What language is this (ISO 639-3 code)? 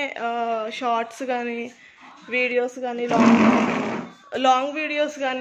tel